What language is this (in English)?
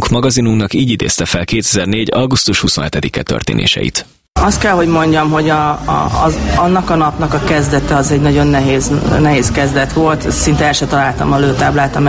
Hungarian